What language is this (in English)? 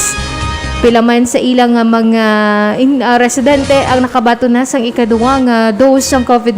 Hiligaynon